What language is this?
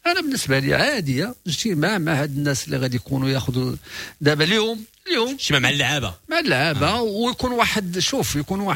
Moroccan Arabic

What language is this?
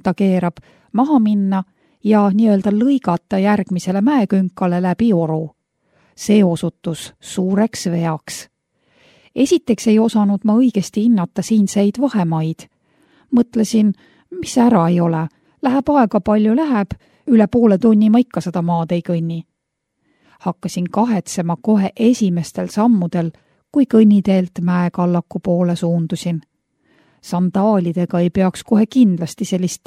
Estonian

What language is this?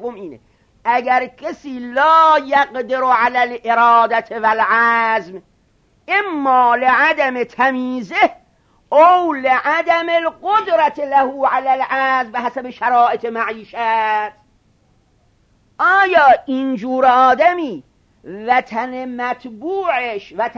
Persian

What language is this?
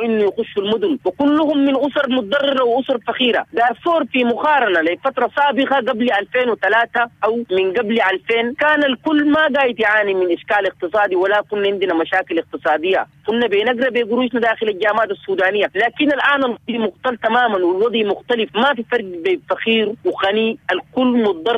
Sudanese Arabic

